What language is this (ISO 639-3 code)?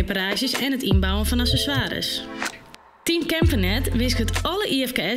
fry